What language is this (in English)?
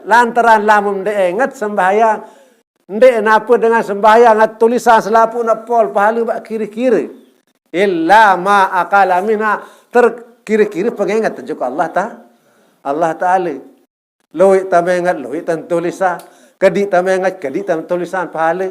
Sasak